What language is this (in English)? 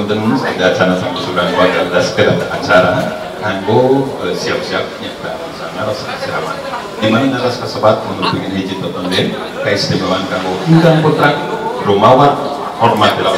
Sundanese